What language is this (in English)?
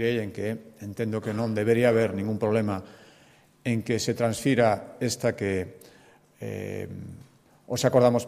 Galician